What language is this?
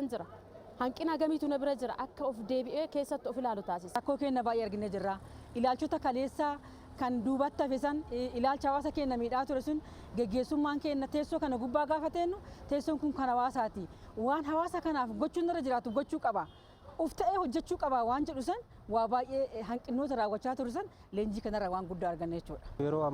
Oromo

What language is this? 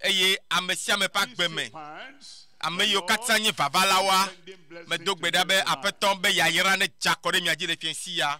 Ewe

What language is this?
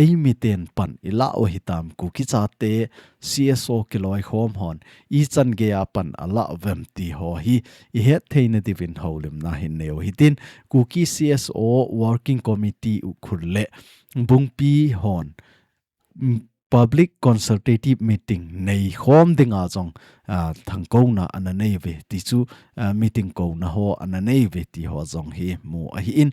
Thado Chin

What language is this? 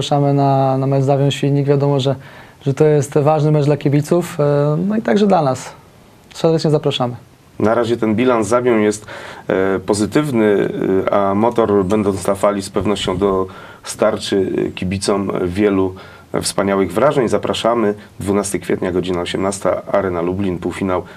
Polish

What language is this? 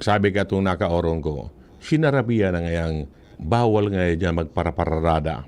Bikol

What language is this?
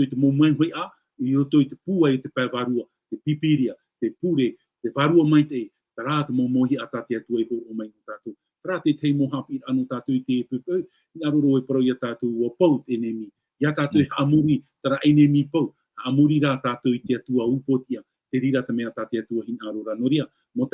Tahitian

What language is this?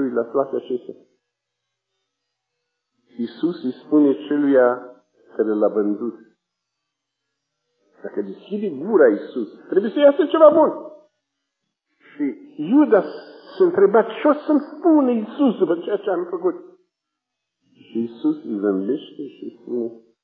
Romanian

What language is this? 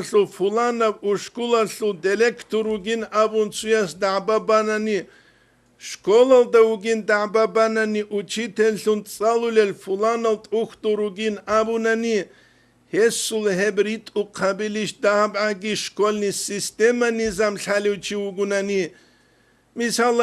Avaric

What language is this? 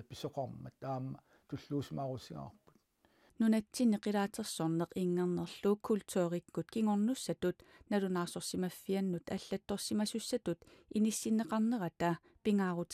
Kalaallisut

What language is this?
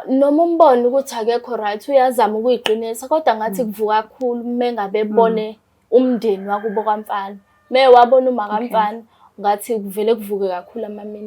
Zulu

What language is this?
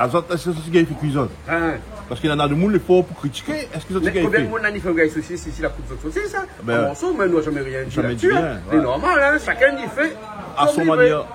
Réunion Creole French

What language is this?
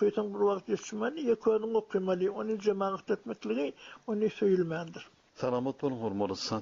Turkmen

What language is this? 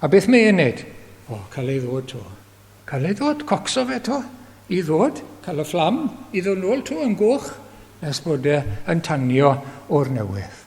Welsh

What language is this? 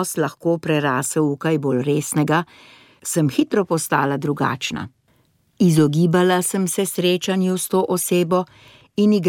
Slovenian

